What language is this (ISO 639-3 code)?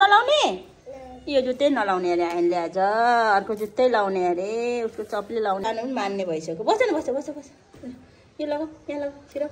nep